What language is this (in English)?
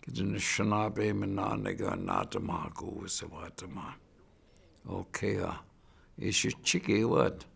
Chippewa